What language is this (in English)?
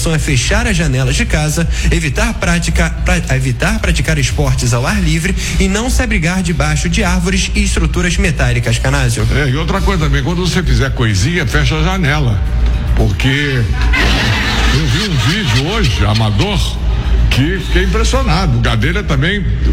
Portuguese